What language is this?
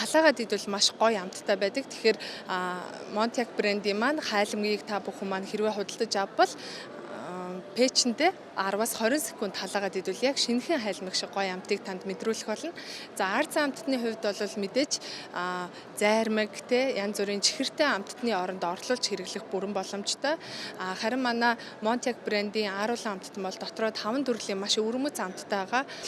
Mongolian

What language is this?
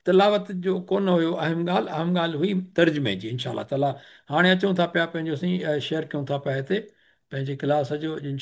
Sindhi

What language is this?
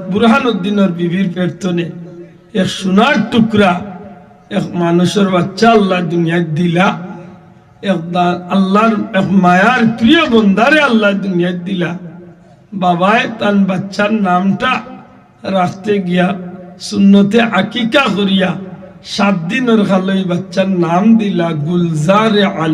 Sylheti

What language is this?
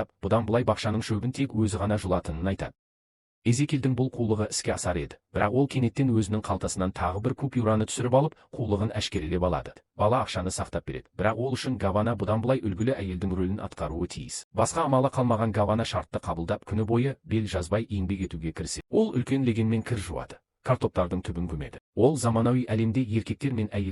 Kazakh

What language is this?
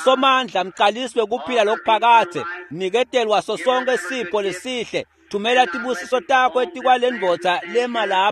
Swati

